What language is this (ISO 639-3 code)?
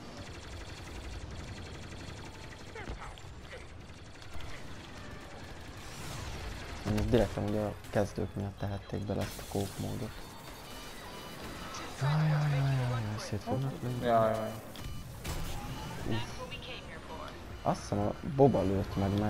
hun